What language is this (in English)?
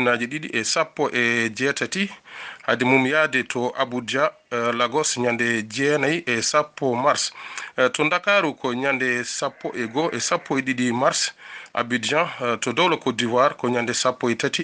Fula